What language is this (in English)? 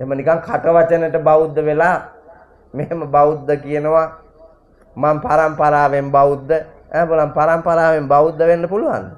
Sinhala